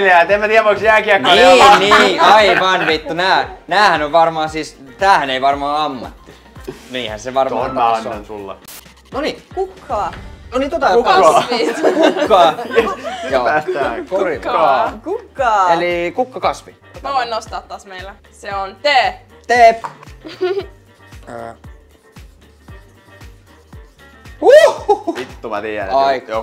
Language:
Finnish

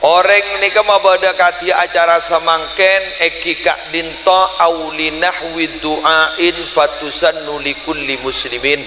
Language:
Madurese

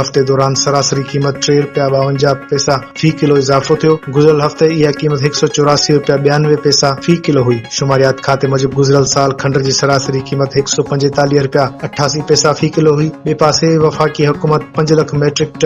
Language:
Sindhi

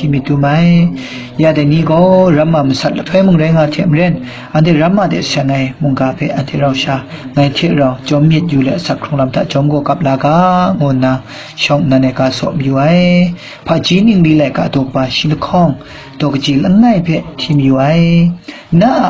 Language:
Kachin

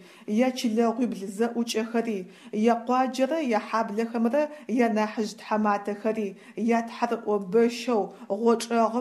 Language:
Adyghe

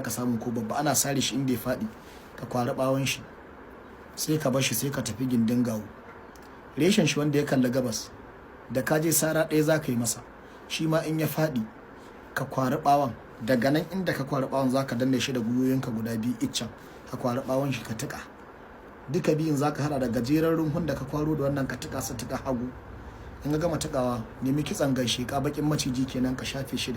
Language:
Hausa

